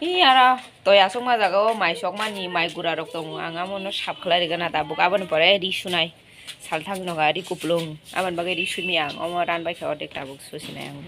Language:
Kok Borok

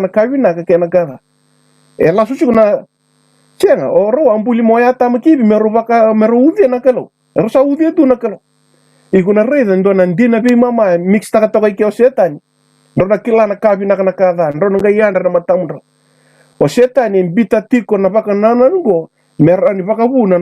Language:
Fijian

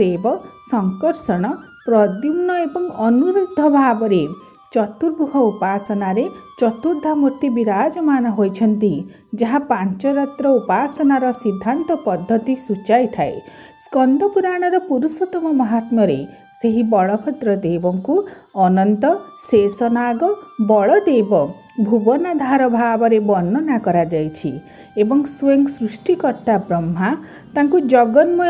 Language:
Odia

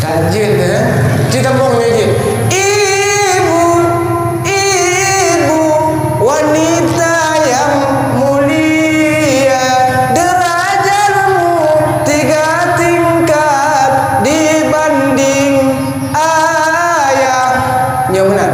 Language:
Achinese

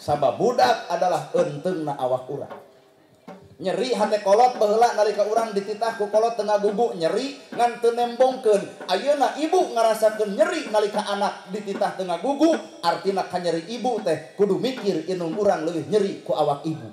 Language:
Sundanese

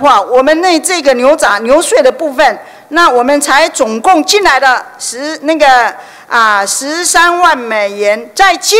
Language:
Chinese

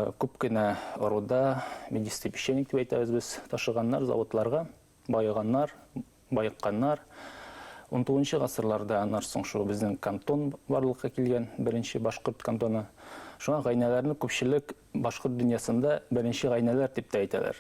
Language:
Bashkir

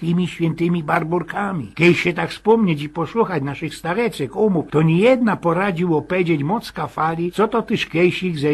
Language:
Silesian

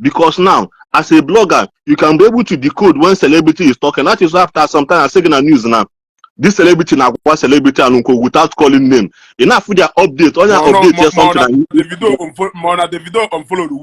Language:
Igbo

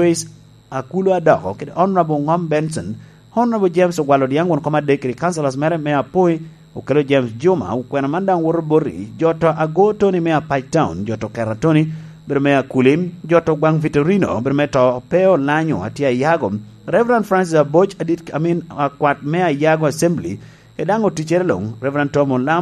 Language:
Lango (Uganda)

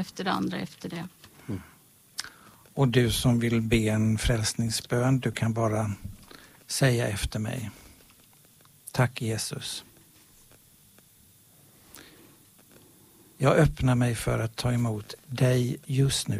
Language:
Swedish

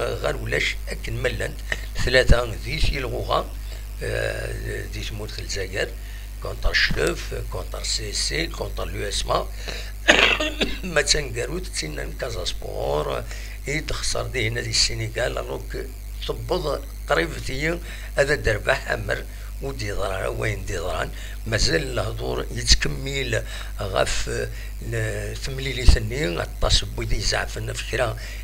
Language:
Kabyle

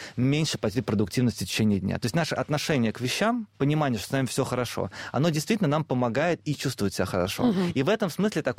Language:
Russian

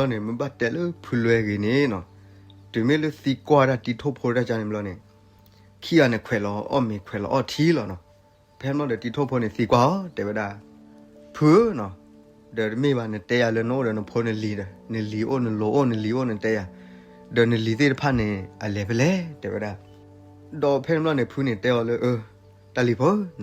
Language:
S'gaw Karen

